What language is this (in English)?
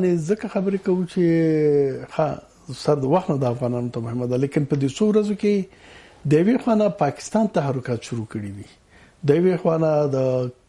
Pashto